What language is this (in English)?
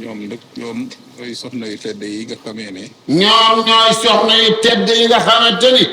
Wolof